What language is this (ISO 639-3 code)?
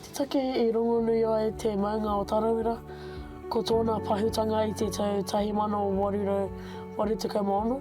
mri